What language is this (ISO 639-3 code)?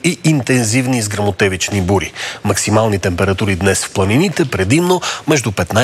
bul